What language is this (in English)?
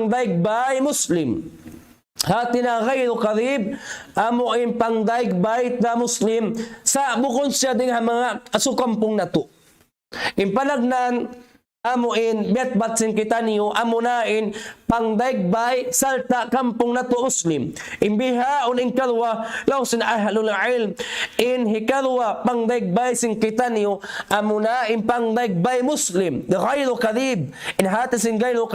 Tausug